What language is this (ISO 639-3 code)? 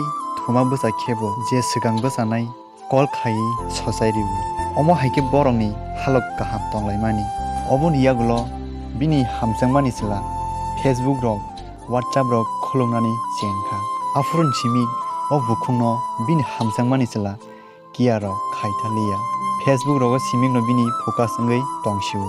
trp